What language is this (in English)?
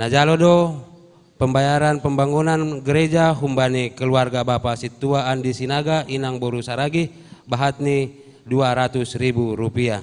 Batak Simalungun